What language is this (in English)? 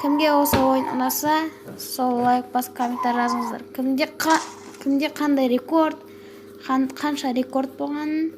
Kazakh